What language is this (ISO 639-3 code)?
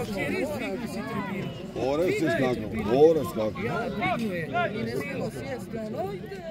hrv